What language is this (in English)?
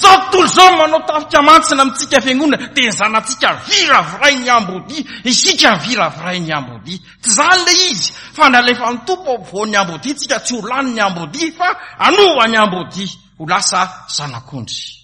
Malagasy